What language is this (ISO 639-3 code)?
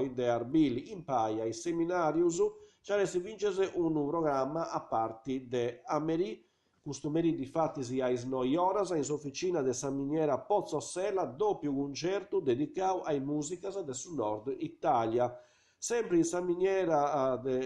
srd